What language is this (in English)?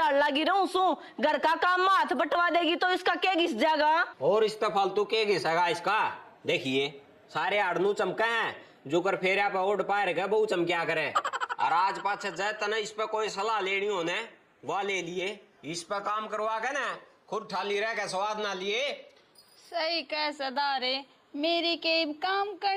Haryanvi